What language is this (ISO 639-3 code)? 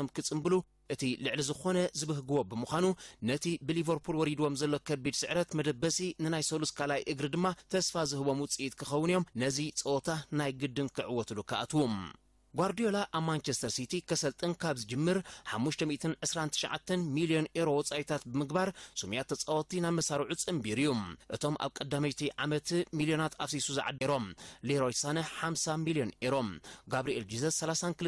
tir